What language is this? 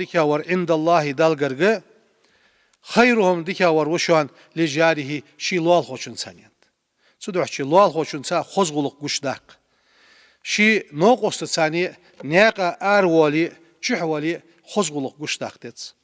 Ingush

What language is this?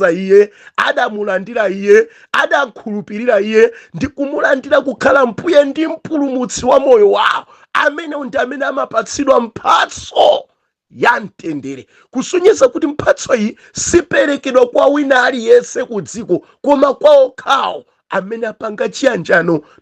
Nyanja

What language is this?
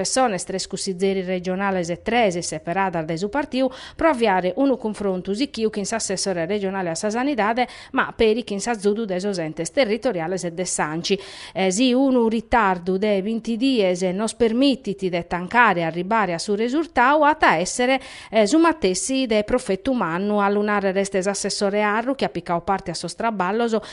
Sardinian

